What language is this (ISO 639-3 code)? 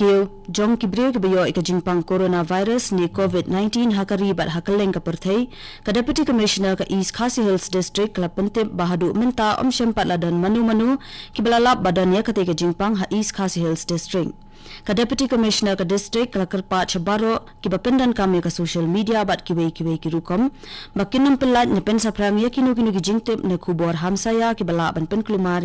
kha